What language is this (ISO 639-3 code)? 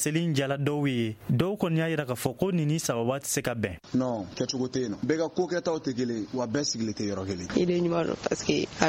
bam